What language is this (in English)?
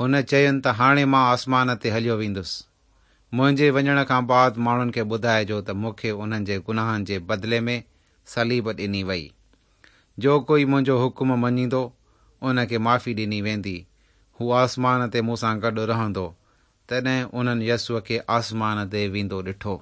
Sindhi